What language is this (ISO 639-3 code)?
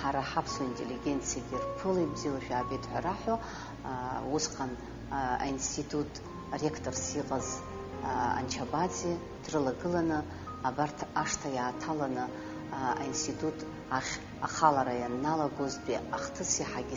abk